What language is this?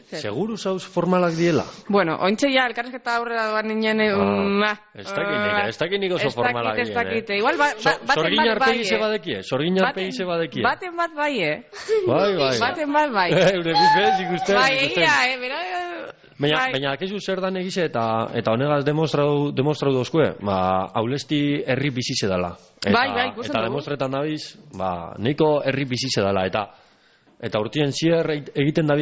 Basque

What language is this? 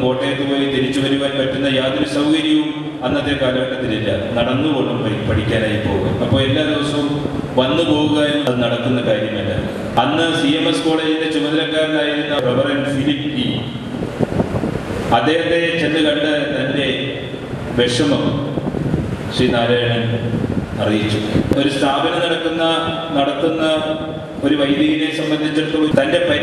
Malayalam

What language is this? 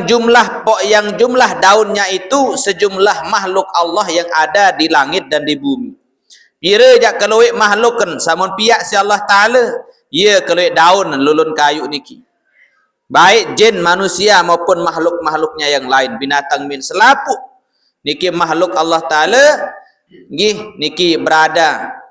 Sasak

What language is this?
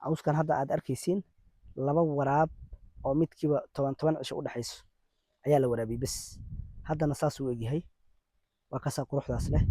Somali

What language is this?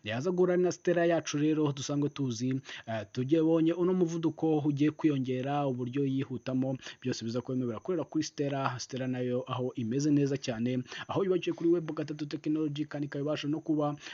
Kinyarwanda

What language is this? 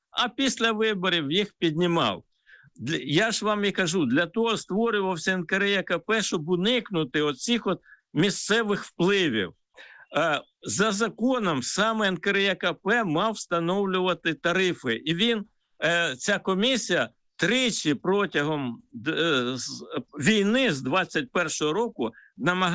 Ukrainian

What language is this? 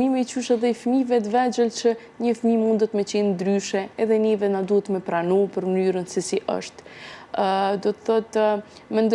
Albanian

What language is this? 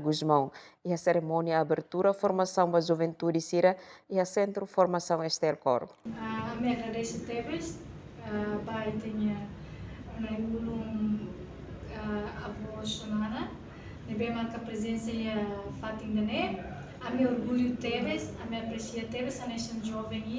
Tetum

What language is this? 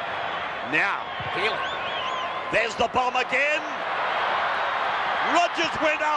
English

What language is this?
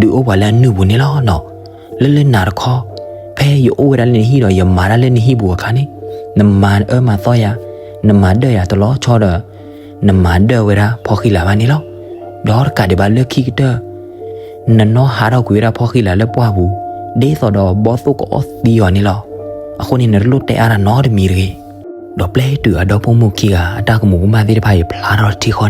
S'gaw Karen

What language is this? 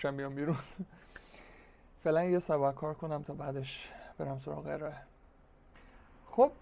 Persian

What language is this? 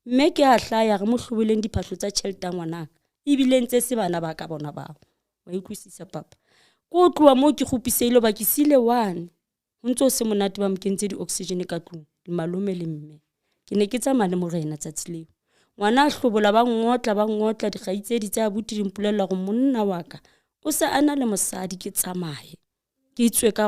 Southern Sotho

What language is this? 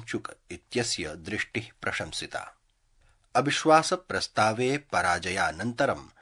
Sanskrit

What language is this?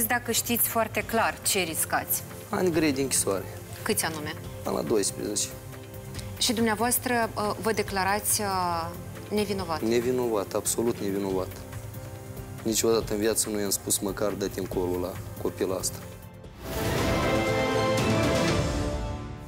Romanian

